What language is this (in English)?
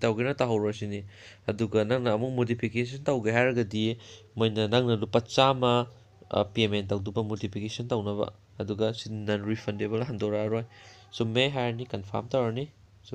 Manipuri